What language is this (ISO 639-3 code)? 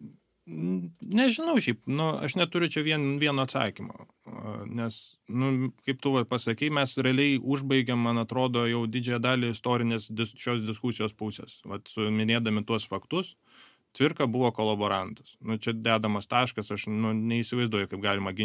lit